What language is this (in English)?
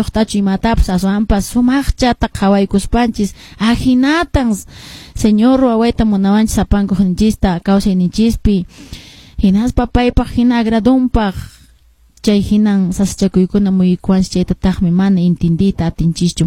Quechua